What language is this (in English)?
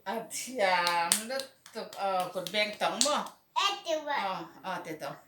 Mizo